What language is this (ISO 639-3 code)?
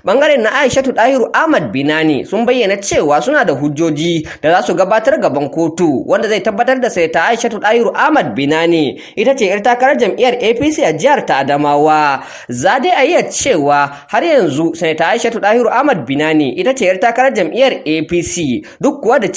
hau